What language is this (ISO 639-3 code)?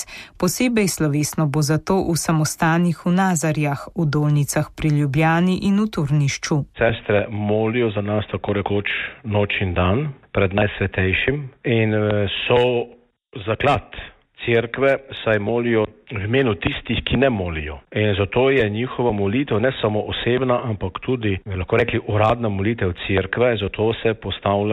slv